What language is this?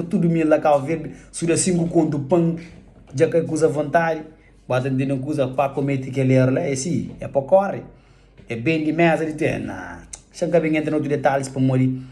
Kabuverdianu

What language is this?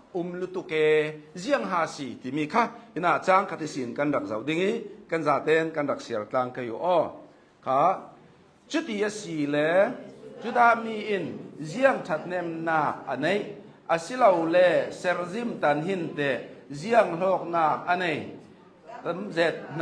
Hakha Chin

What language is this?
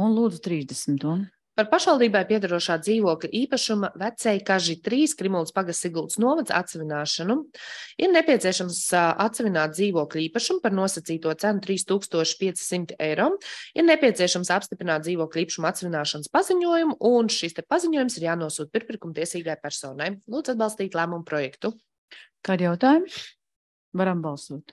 Latvian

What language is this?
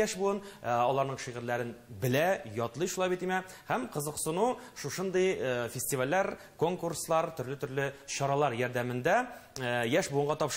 Tatar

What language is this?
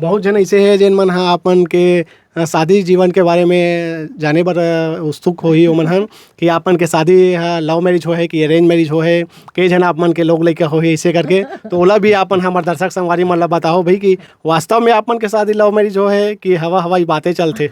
Chhattisgarhi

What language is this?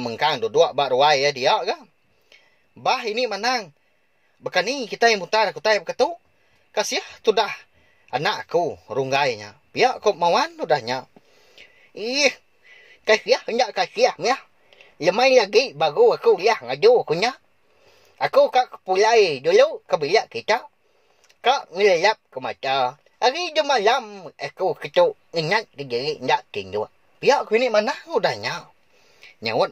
Iban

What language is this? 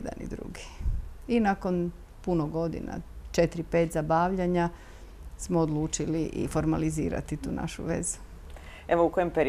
Croatian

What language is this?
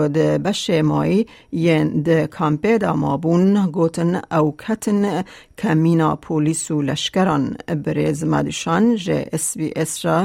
Kurdish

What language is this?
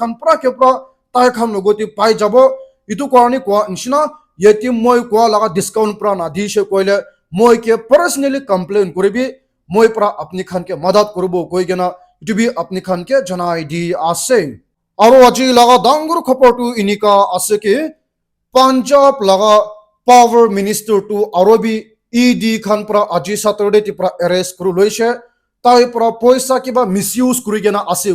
Naga Pidgin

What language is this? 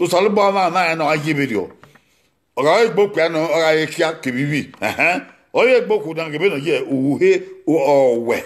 Bini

